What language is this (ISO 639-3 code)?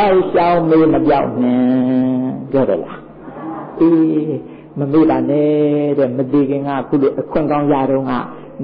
mya